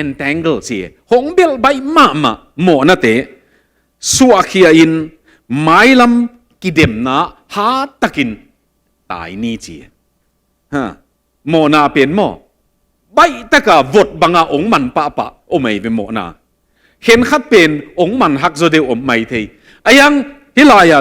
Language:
Tedim Chin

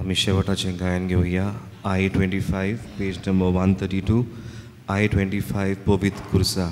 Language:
Konkani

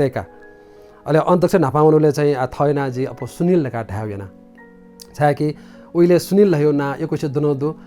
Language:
Newari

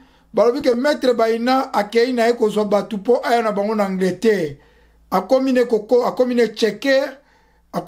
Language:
Lingala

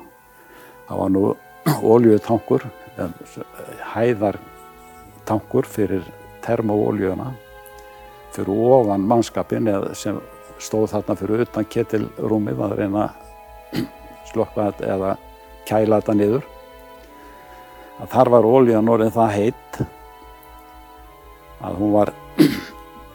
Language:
Icelandic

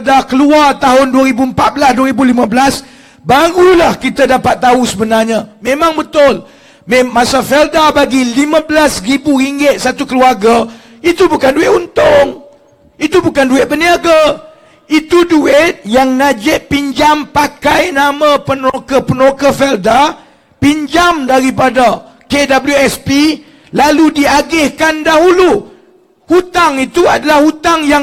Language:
Malay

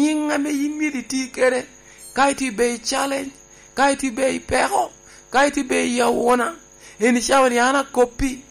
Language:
Lango (Uganda)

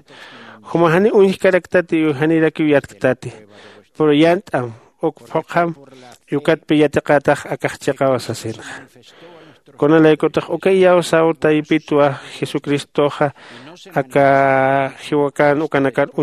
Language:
Aymara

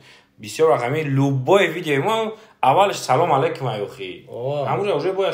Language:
Tajik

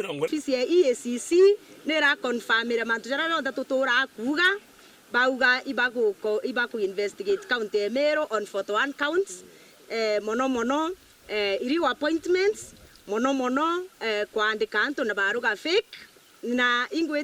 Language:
Meru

